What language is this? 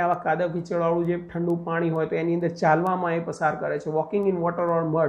Gujarati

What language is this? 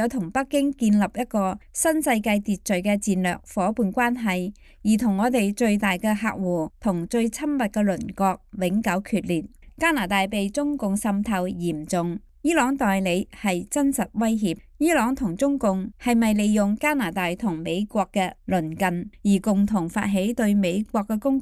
Cantonese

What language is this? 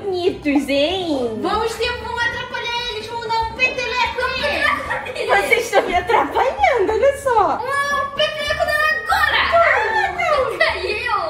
Portuguese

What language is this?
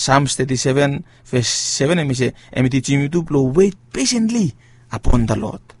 Bislama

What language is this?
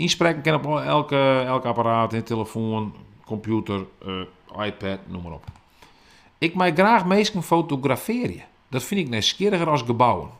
Western Frisian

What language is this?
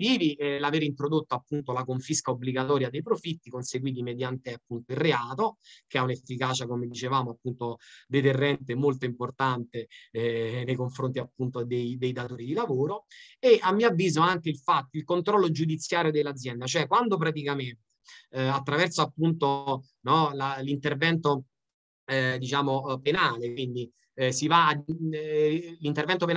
Italian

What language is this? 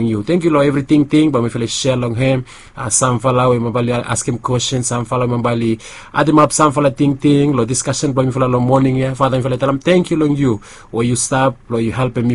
Bislama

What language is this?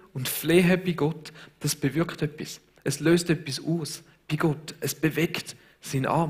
Swiss German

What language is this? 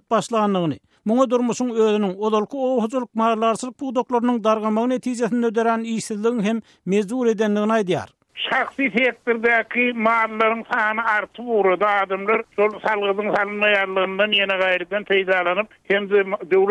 Turkmen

